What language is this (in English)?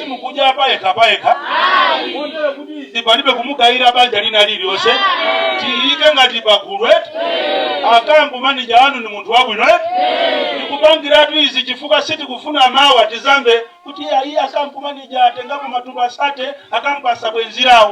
Nyanja